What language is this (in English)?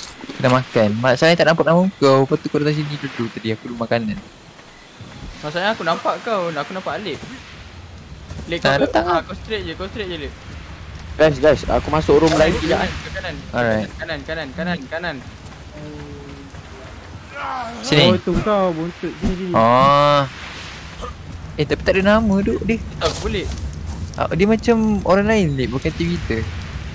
Malay